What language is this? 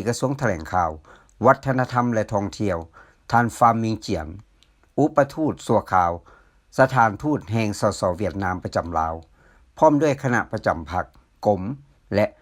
Lao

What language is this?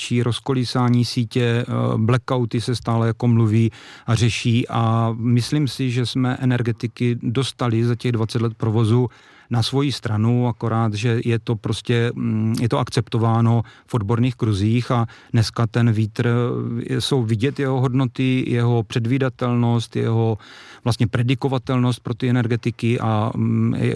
Czech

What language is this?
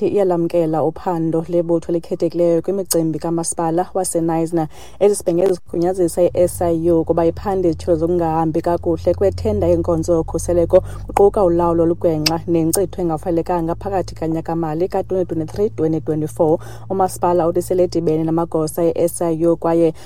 Xhosa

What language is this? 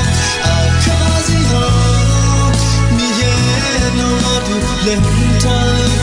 Akha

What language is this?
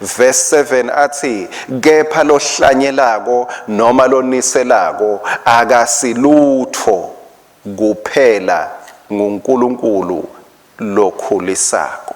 Swati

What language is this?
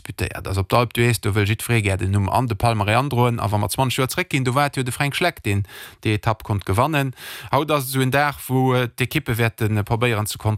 Luxembourgish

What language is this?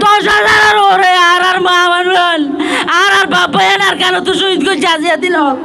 Rohingya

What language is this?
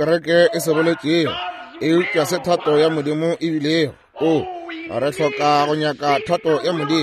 Northern Sotho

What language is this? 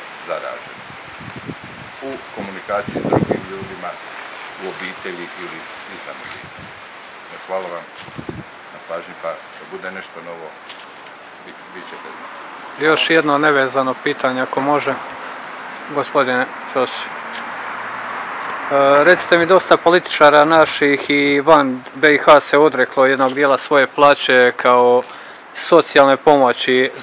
Croatian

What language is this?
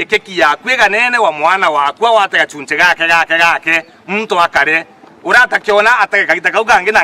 Meru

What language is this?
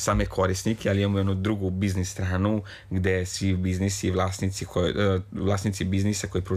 Serbian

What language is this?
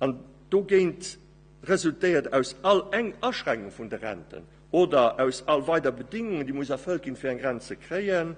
Luxembourgish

